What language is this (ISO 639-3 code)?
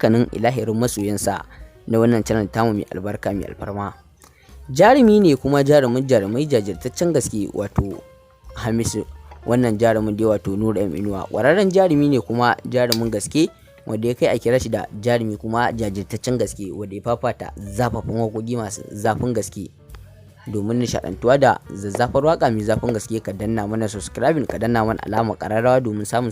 hau